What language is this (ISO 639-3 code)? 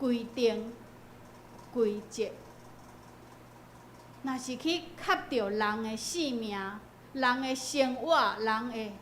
nan